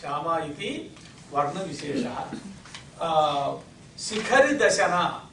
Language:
Sanskrit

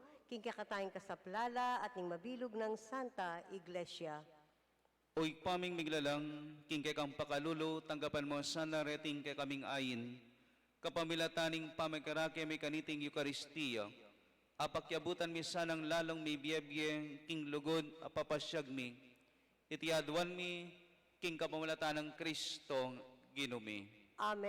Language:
Pampanga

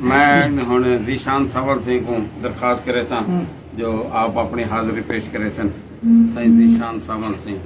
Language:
Saraiki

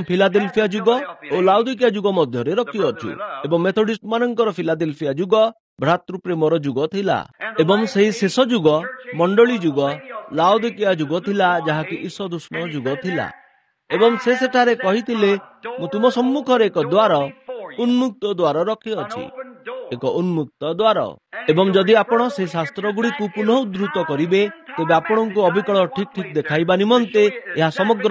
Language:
Odia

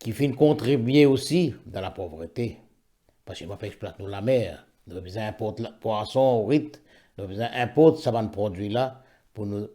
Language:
Morisyen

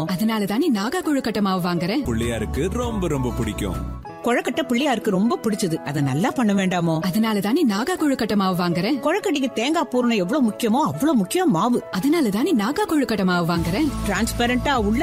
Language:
Tamil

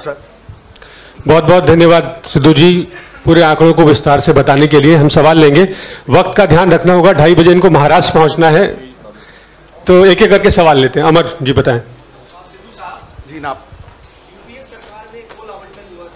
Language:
Hindi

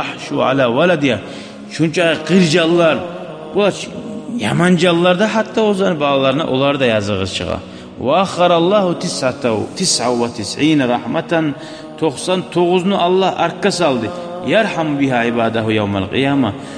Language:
Kumyk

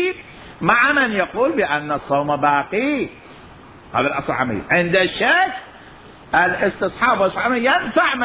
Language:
Mesopotamian Arabic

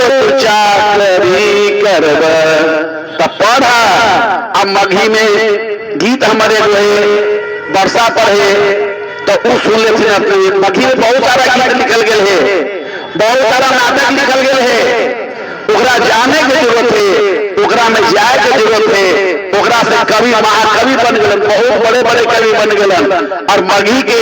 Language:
Magahi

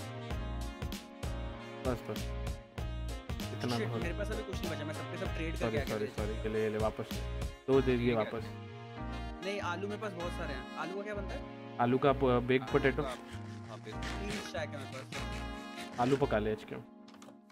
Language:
Hindi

